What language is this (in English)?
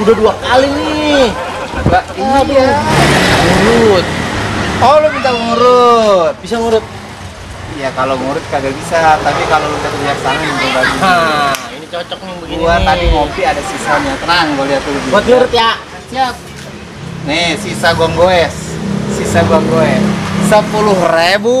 Betawi